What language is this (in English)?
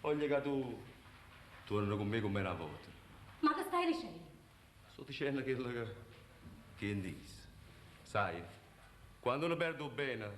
Neapolitan